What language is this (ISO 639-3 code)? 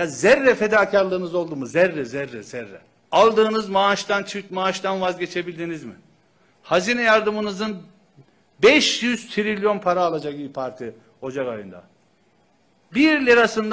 tur